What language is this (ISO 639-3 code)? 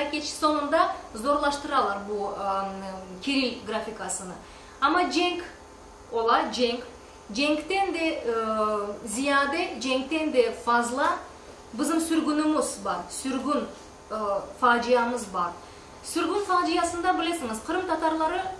crh